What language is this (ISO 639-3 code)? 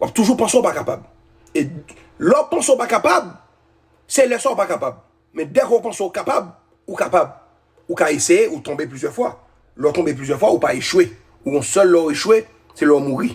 hat